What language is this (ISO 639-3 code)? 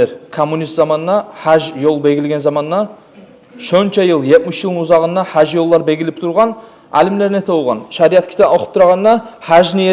kum